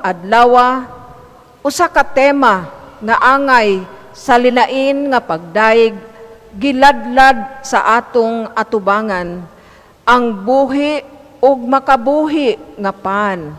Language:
Cebuano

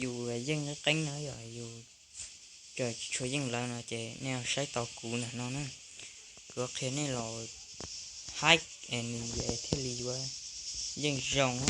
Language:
Hmong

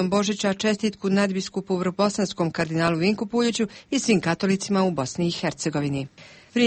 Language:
Croatian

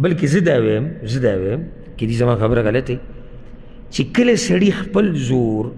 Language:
Pashto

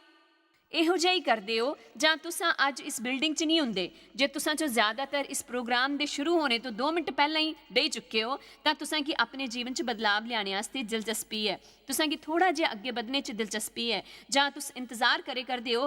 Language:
Dogri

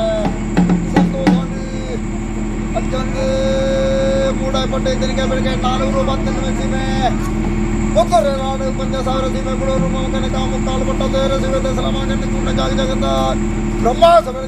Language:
Kannada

